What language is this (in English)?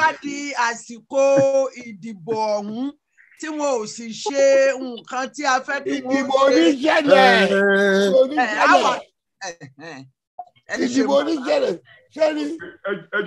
Yoruba